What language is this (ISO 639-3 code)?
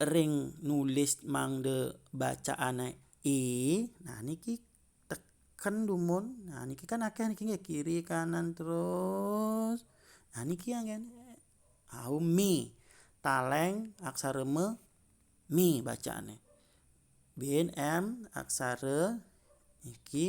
ban